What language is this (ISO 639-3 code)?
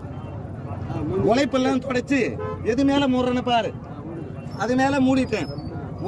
tam